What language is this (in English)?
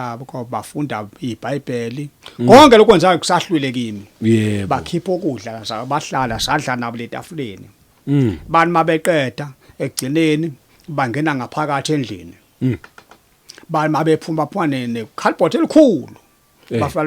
Zulu